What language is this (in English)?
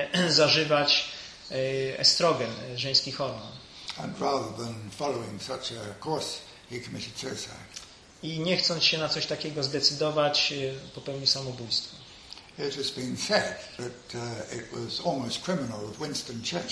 Polish